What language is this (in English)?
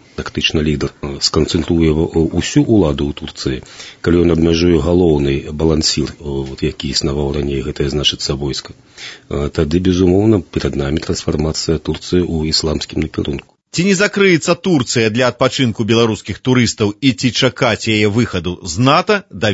Belarusian